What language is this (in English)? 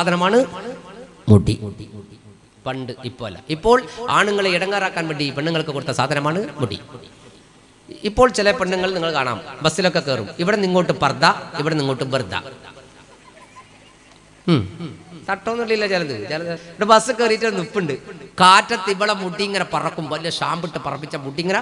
Malayalam